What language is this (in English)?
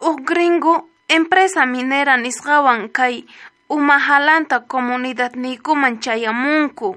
South Bolivian Quechua